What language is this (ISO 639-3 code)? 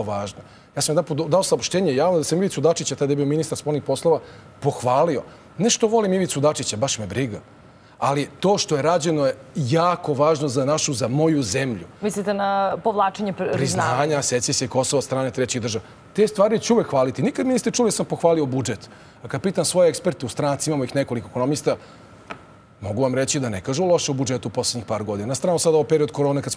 srp